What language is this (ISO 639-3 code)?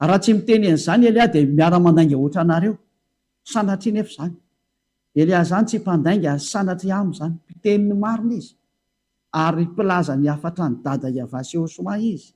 mlg